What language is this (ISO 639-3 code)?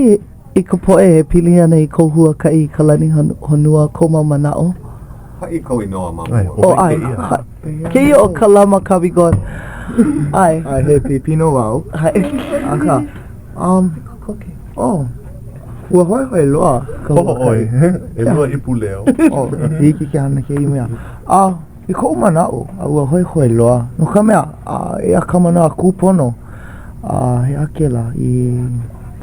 haw